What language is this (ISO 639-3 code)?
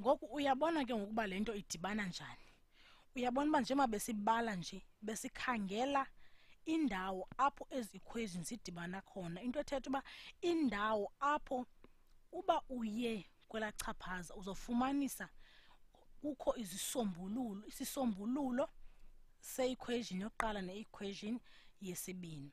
xho